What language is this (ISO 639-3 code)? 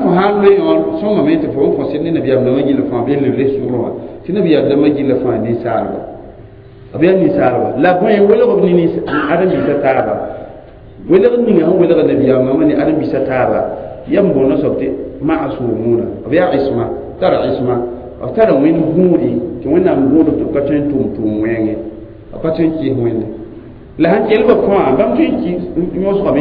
mos